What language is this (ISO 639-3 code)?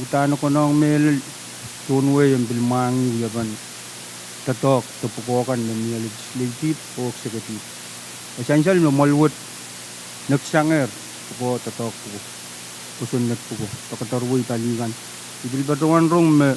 pon